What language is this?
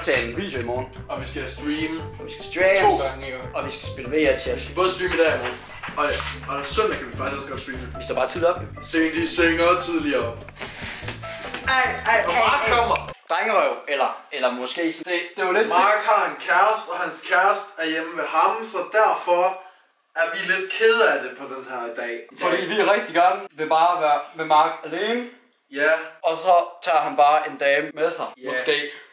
Danish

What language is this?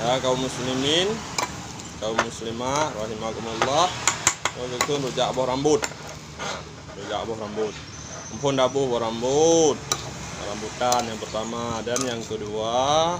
Achinese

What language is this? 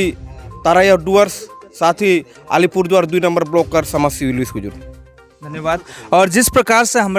Sadri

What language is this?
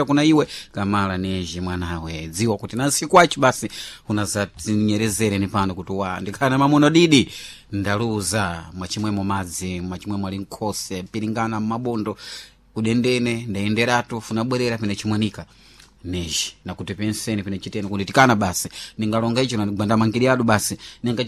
Sena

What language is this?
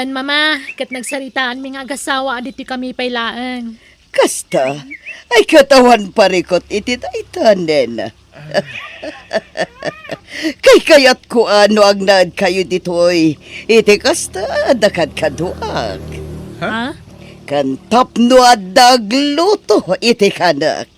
Iloko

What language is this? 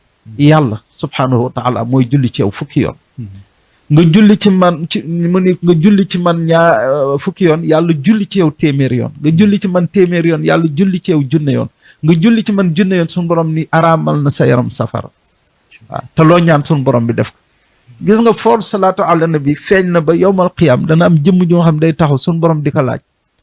Wolof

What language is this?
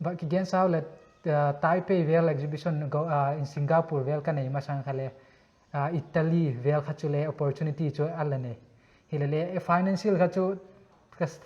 Paite Chin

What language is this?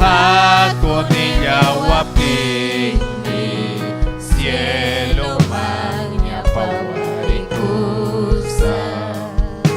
Ayacucho Quechua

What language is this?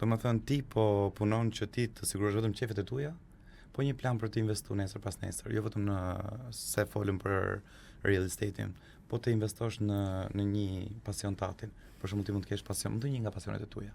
Albanian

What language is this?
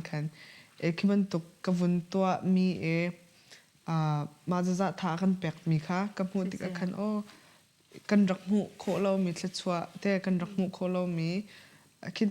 Hakha Chin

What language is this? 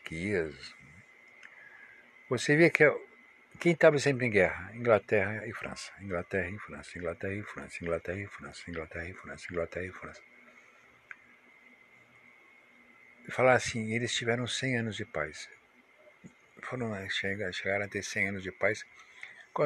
Portuguese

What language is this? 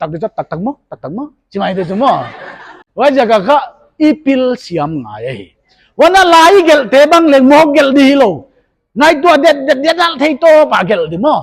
Paite Chin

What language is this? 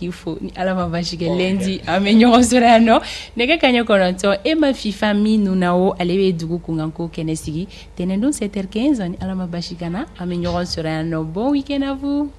Bambara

